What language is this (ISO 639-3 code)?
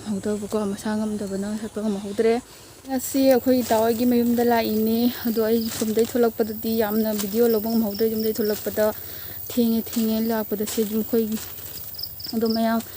mni